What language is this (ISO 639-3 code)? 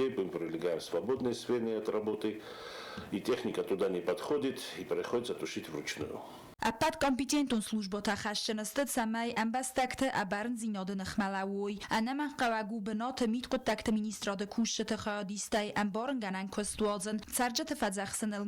oss